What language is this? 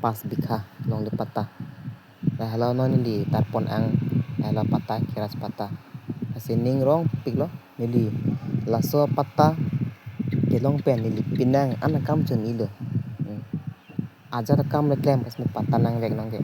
Karbi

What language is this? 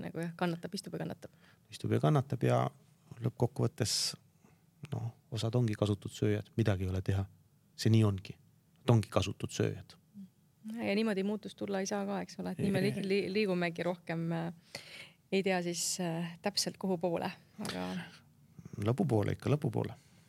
Estonian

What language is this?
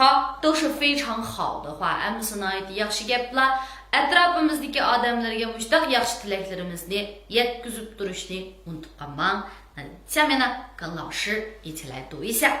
Uyghur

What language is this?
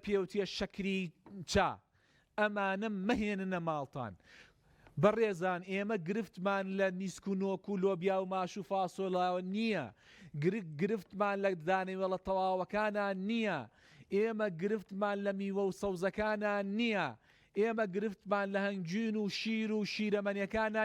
Central Kurdish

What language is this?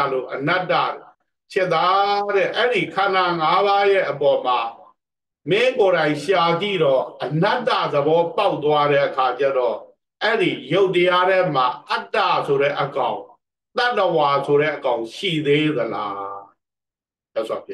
Burmese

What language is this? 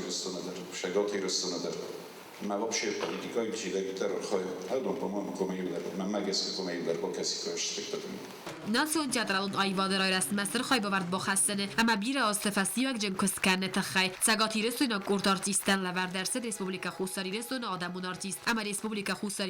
Ossetic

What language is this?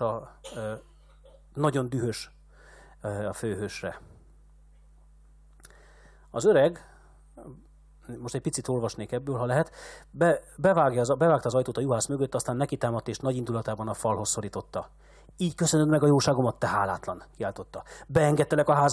Hungarian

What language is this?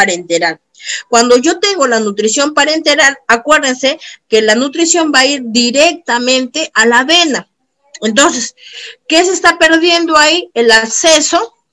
Spanish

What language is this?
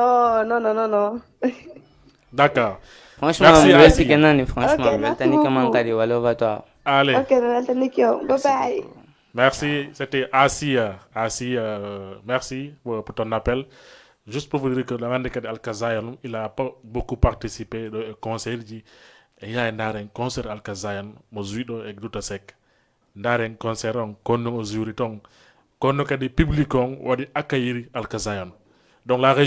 Fula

